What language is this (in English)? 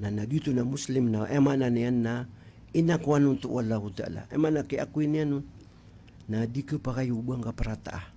Maranao